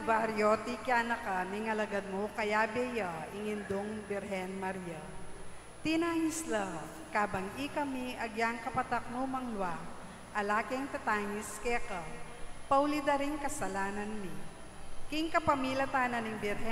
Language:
Pampanga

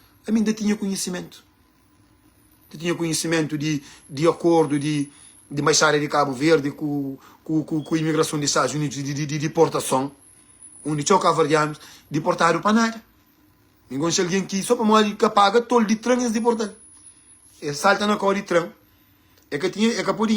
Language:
Kabuverdianu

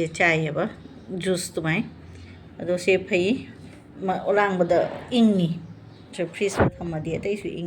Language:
Manipuri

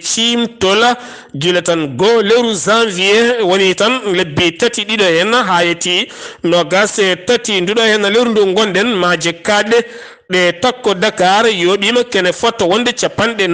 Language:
Fula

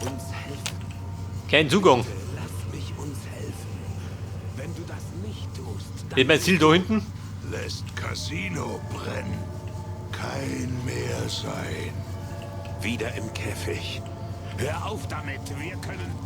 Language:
Bavarian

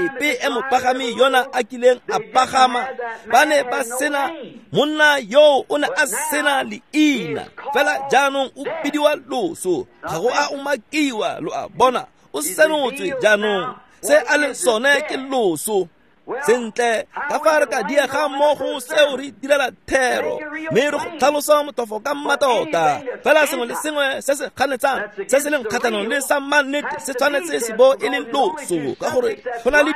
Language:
Tswana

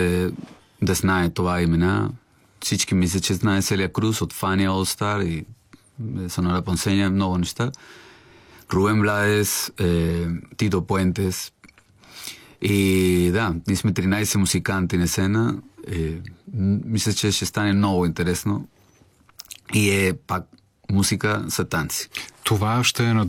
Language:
Bulgarian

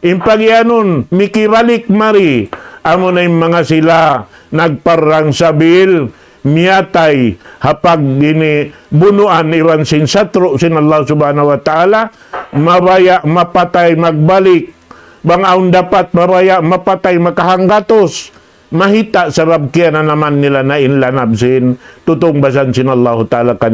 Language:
Tausug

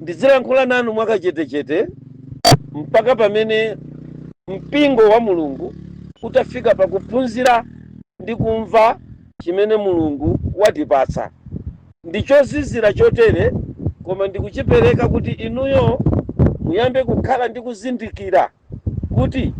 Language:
Nyanja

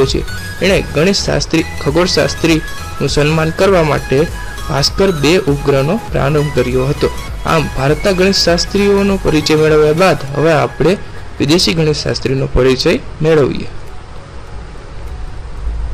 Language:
Gujarati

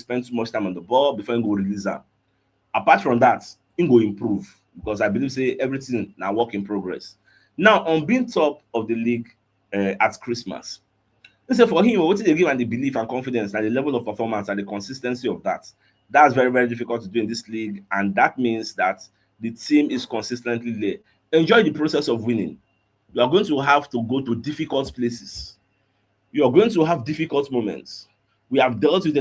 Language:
Nigerian Pidgin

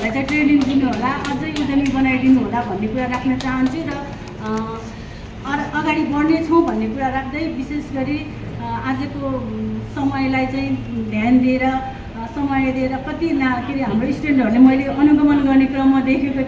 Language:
Nepali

